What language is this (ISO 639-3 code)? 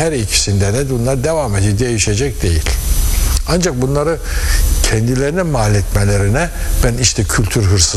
tur